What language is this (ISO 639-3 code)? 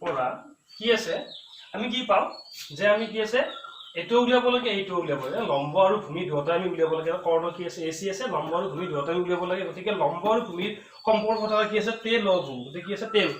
asm